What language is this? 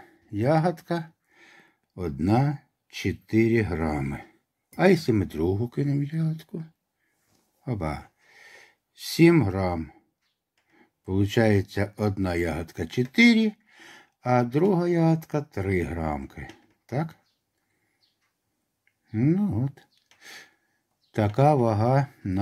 Ukrainian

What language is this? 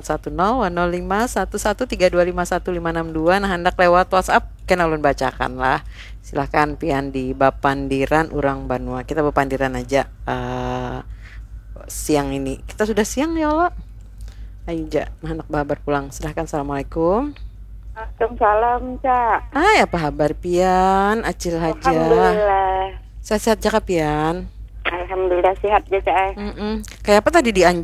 Banjar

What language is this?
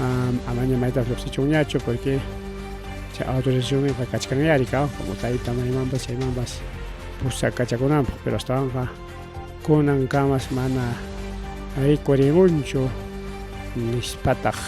Ayacucho Quechua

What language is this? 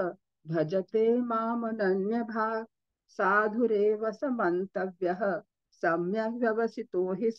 Sanskrit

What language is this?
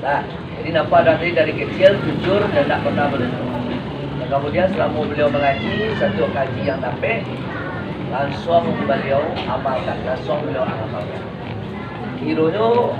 Minangkabau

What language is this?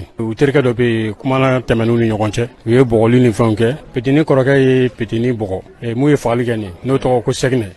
Bambara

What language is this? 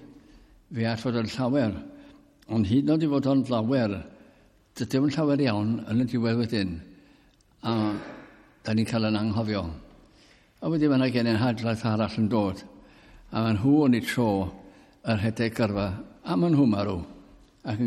Welsh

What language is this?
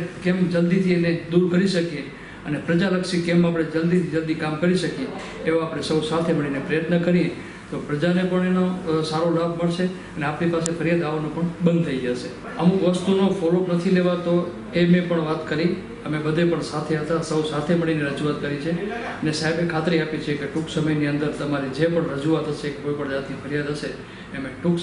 Gujarati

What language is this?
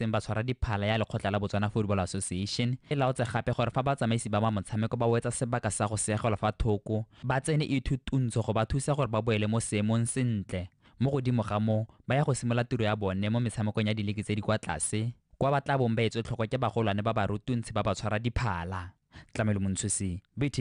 Tswana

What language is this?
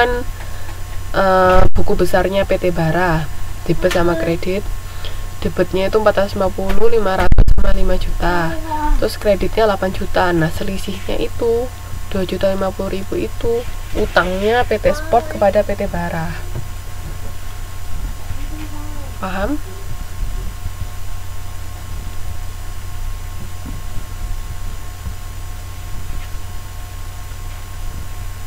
Indonesian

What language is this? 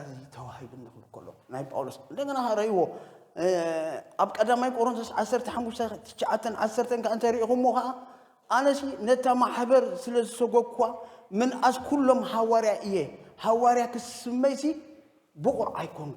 Tigrinya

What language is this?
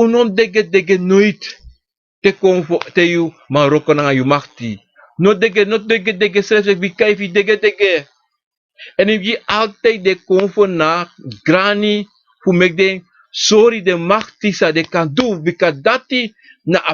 Sranan Tongo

